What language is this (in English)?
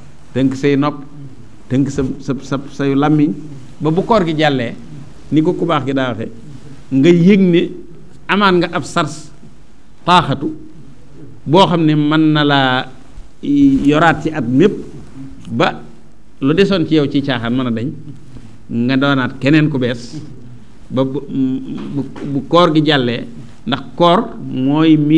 Wolof